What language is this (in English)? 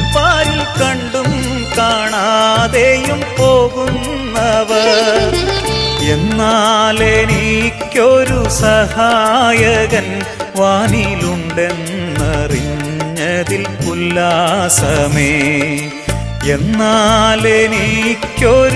Malayalam